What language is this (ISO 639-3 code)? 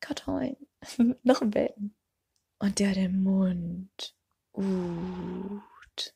nds